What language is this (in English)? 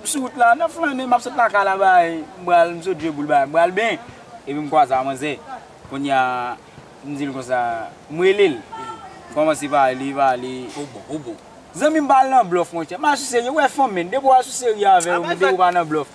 Haitian Creole